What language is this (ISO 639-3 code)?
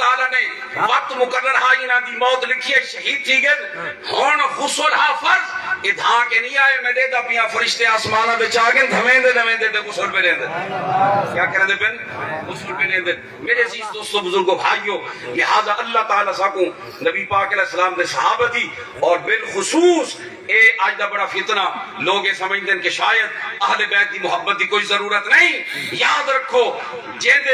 skr